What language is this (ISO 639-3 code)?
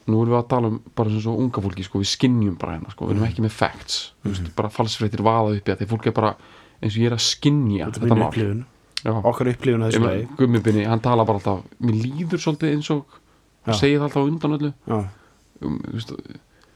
isl